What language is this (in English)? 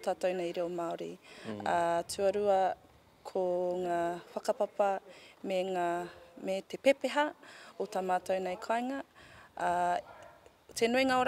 Māori